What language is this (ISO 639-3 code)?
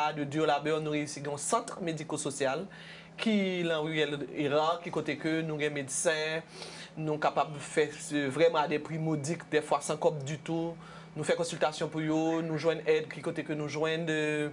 hat